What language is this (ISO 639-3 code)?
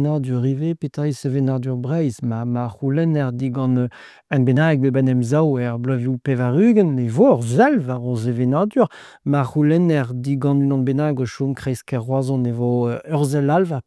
bre